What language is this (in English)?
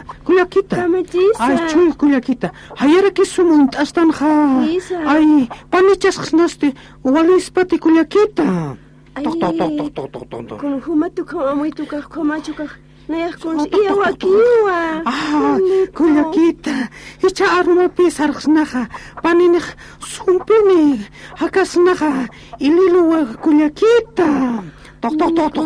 Aymara